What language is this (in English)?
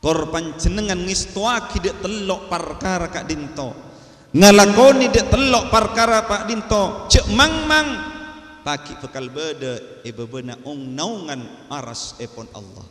Madurese